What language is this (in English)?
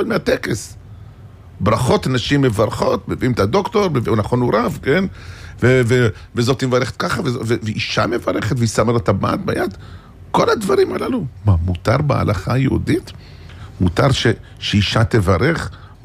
Hebrew